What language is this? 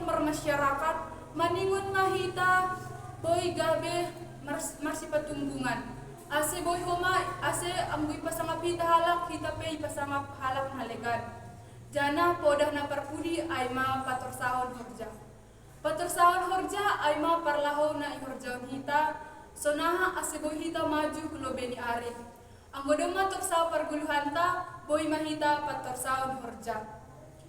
Batak Simalungun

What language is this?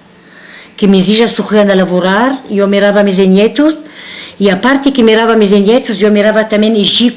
Ladino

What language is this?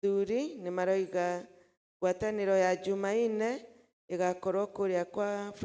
Kikuyu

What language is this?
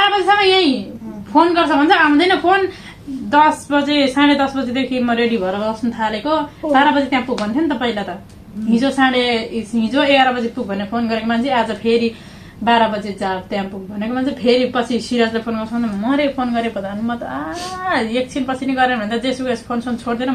Nepali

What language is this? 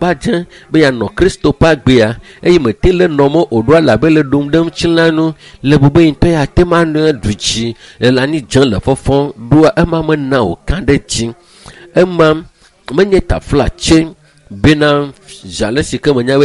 Ewe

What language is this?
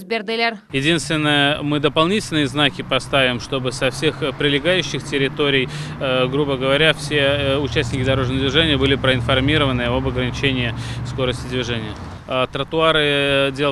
Crimean Tatar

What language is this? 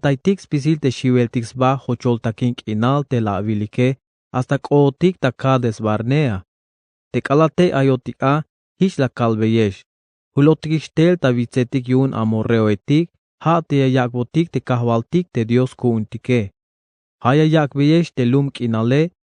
Tzeltal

